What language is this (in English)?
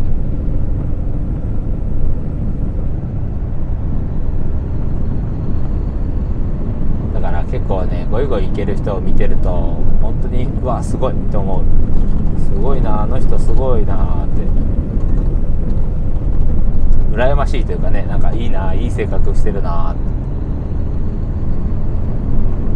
Japanese